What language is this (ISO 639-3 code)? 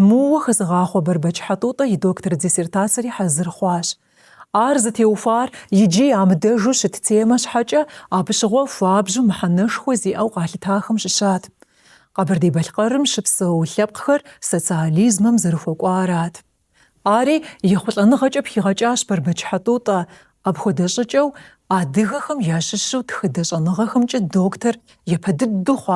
kbd